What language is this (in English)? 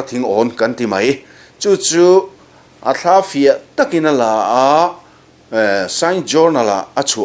Mizo